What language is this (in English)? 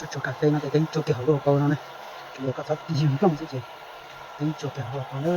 Hmong